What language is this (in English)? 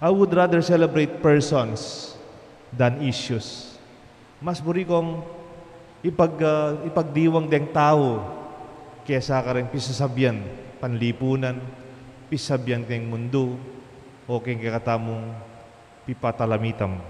Pampanga